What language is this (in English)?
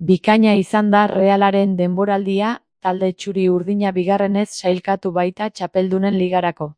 Basque